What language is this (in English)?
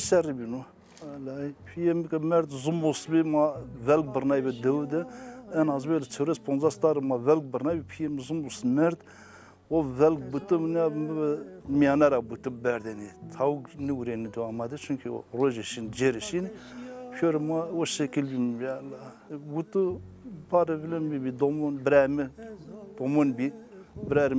Zaza